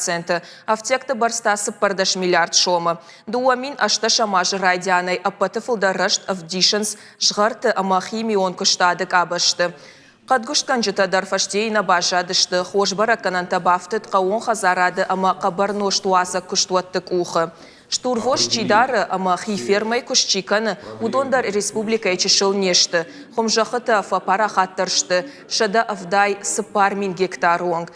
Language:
Ossetic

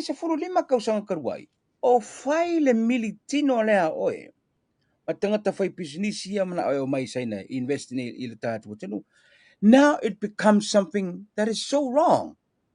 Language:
Samoan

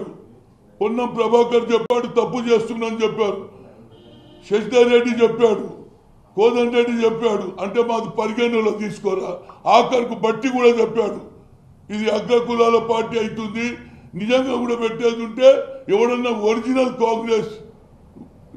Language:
Telugu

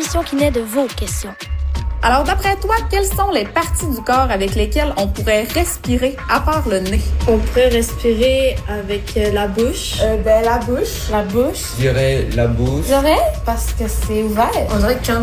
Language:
French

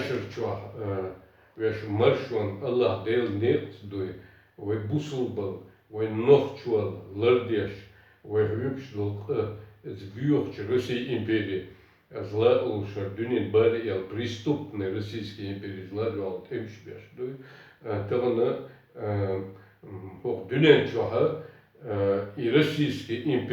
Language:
Chechen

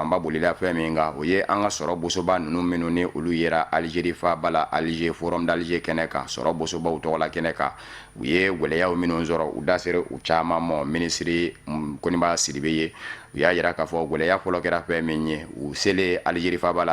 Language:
Bambara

